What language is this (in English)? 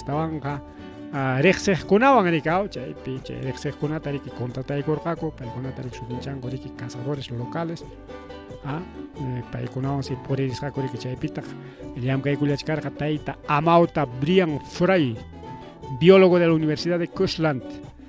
Ayacucho Quechua